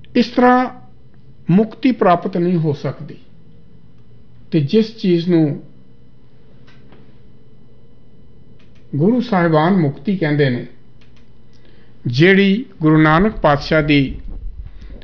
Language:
Punjabi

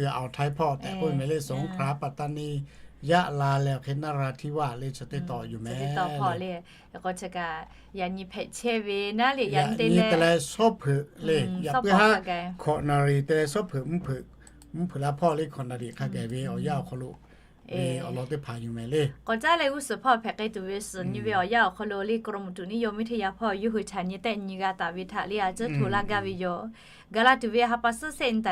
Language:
Lahu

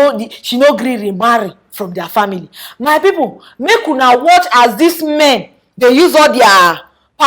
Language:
Nigerian Pidgin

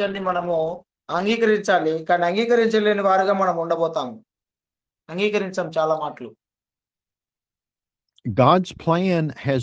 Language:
Telugu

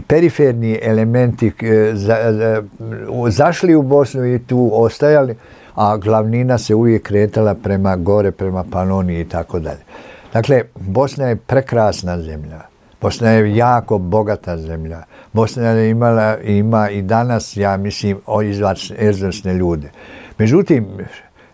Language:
Croatian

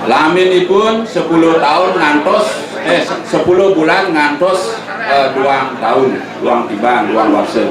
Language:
Balinese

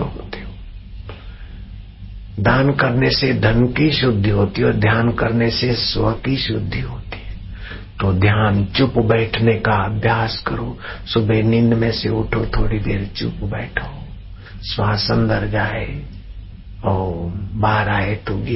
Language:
Hindi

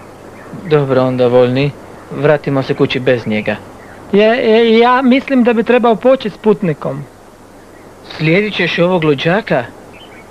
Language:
Croatian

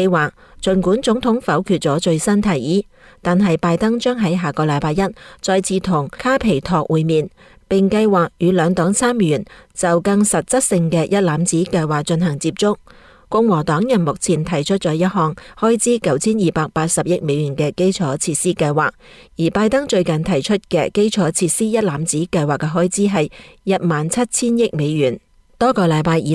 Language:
Cantonese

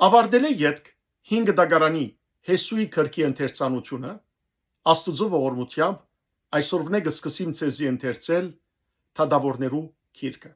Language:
Western Armenian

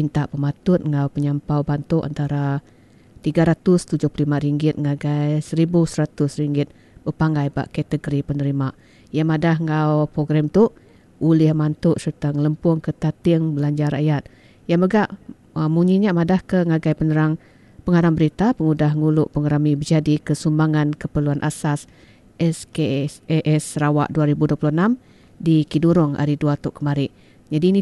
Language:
Iban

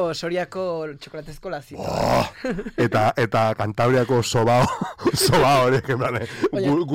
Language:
Basque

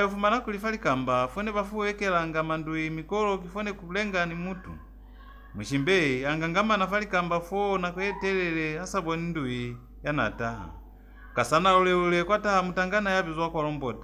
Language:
Lozi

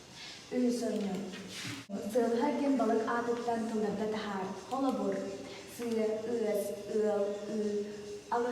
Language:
Yakut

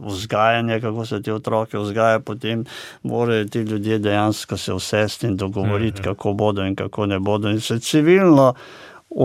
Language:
Slovenian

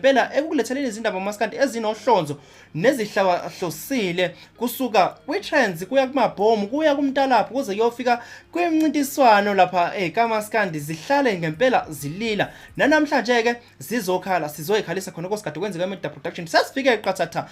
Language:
Zulu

